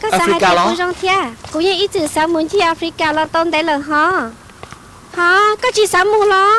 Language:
Hmong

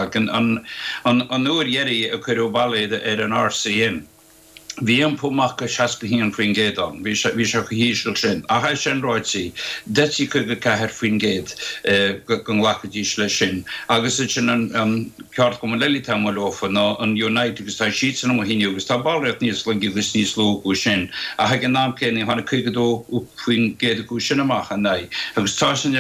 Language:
Irish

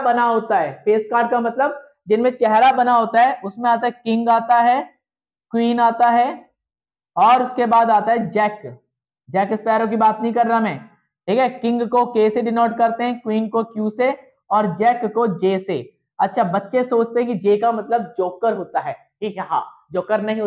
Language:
Hindi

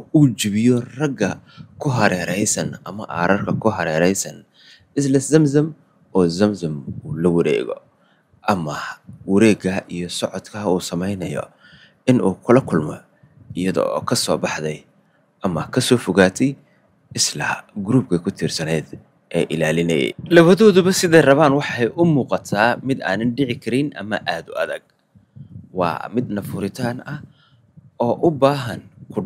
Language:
Somali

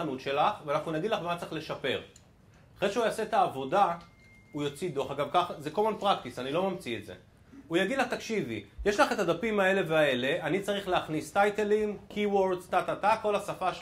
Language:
Hebrew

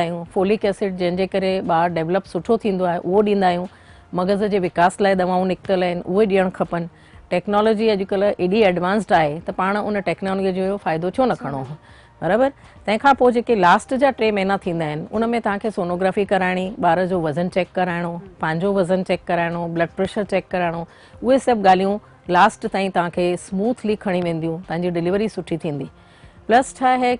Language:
Sindhi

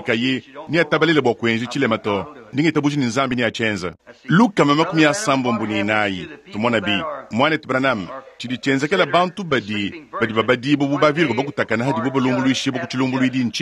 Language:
Luba-Lulua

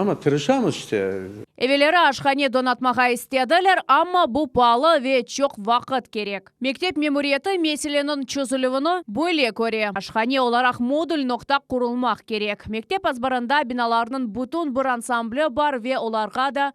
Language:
Crimean Tatar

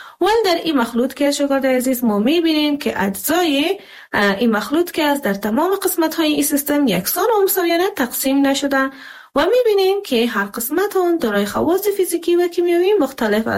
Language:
Persian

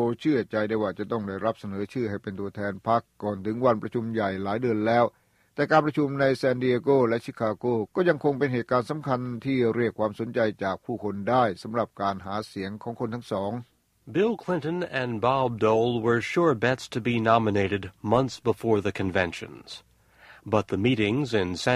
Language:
Thai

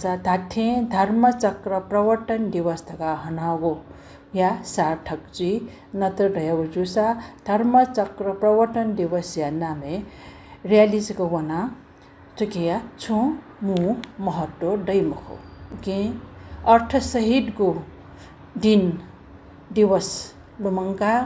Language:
Newari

